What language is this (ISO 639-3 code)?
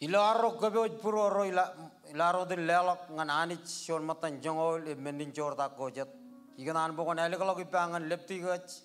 mah